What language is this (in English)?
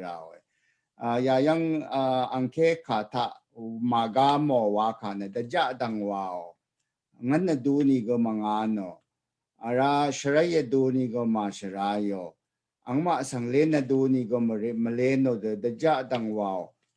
Rawang